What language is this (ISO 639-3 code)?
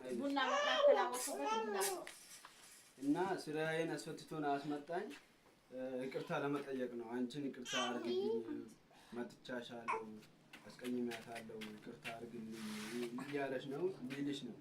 amh